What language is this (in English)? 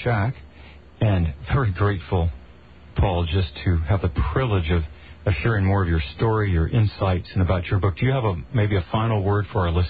English